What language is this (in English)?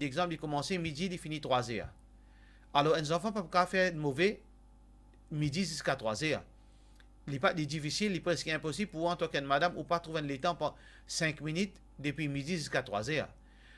Morisyen